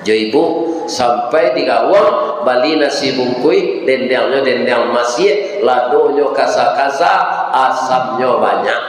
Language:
Minangkabau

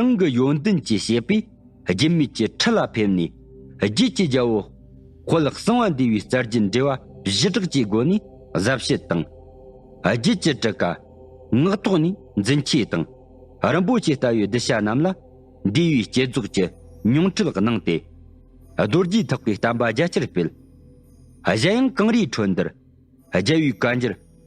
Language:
Tibetan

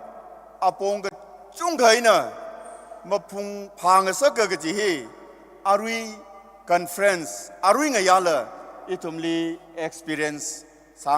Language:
Tangkhul Naga (India)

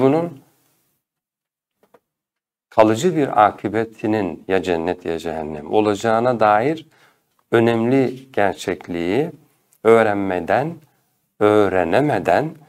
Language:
Turkish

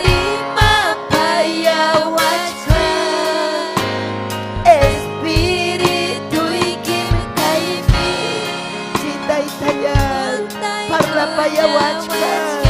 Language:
Ayacucho Quechua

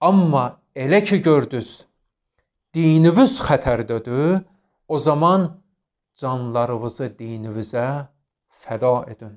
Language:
Azerbaijani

